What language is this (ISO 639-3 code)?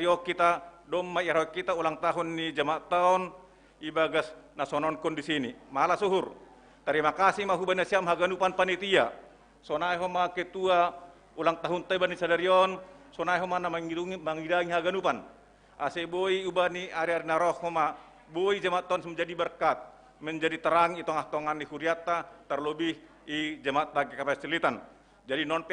bts